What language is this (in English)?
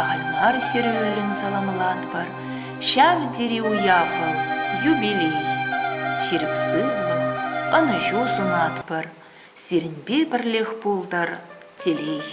Chuvash